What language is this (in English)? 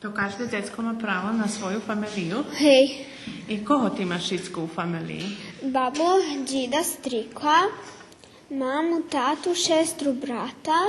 Rusyn